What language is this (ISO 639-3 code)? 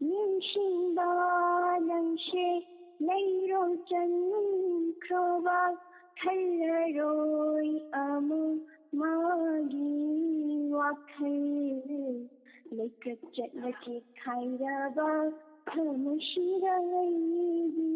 mni